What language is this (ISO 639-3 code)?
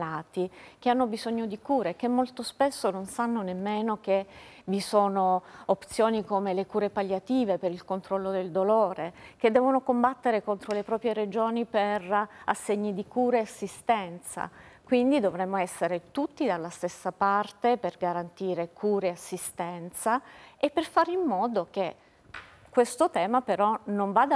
ita